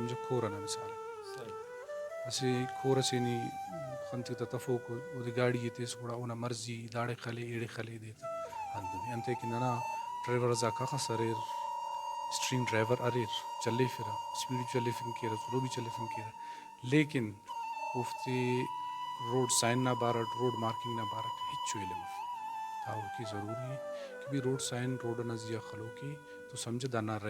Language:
Brahui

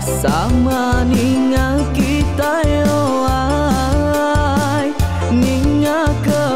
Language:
Iban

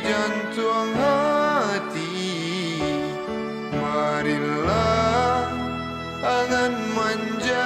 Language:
Minangkabau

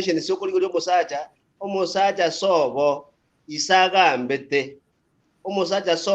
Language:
Gusii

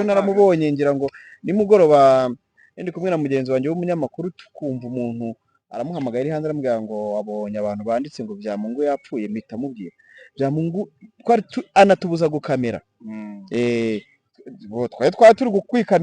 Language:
Kinyarwanda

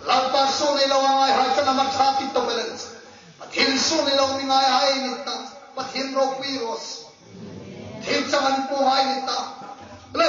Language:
Hmar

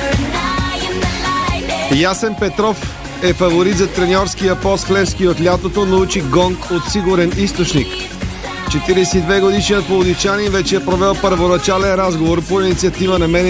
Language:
Bulgarian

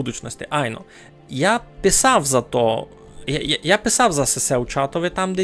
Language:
Rusyn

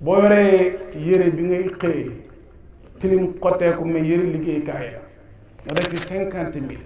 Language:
Wolof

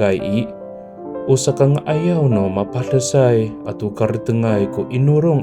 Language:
Amis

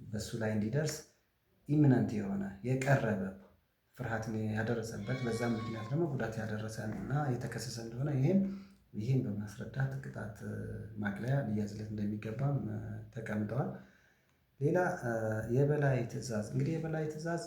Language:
Amharic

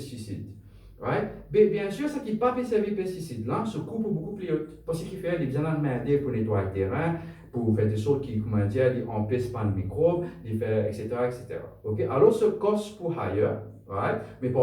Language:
Morisyen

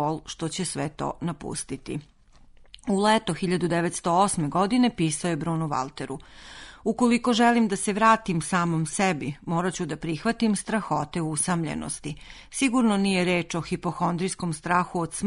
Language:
Serbian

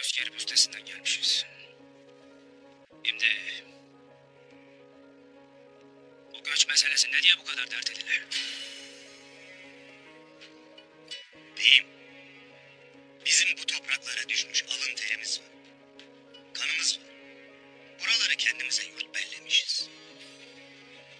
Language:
Turkish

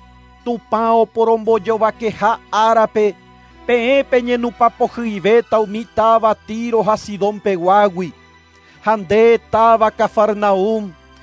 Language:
Guarani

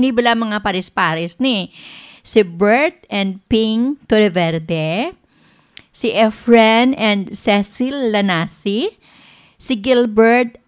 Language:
Hiligaynon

